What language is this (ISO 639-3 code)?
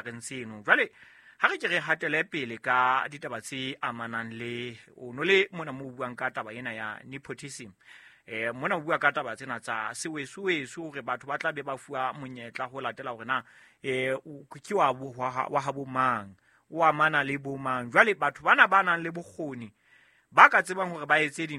sot